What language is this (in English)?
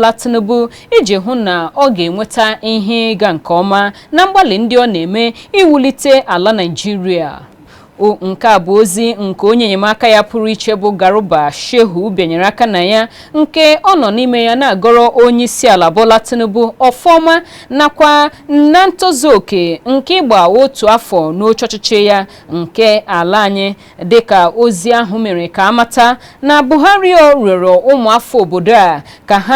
Igbo